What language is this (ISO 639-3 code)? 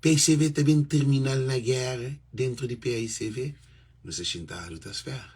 kea